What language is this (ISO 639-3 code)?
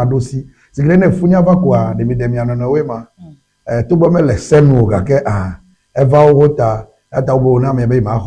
ewe